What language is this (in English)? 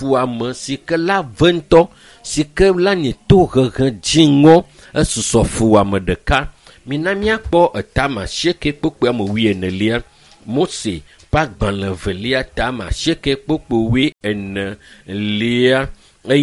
Ewe